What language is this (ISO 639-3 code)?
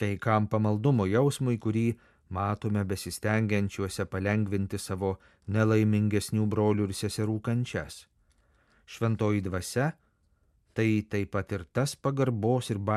lit